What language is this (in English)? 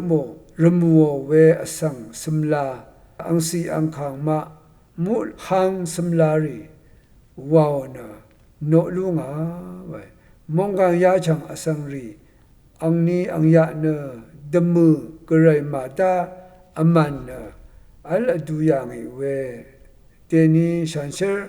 Rawang